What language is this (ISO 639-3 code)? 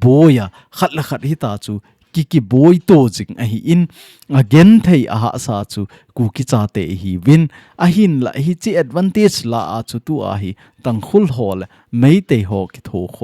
tcz